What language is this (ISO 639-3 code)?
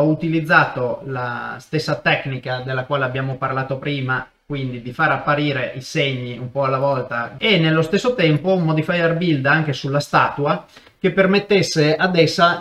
ita